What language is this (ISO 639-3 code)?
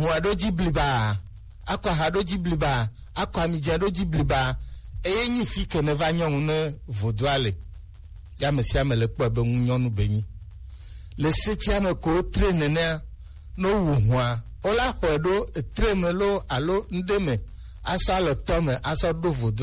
gej